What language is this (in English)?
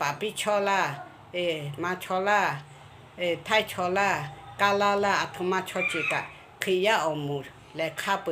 Lahu